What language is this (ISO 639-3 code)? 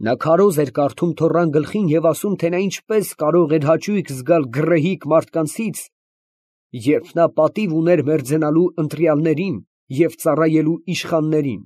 hye